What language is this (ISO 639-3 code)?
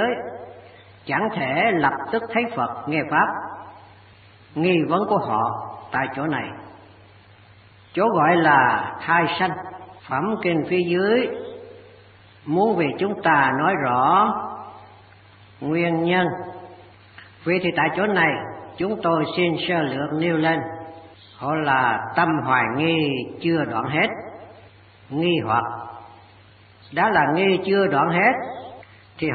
vie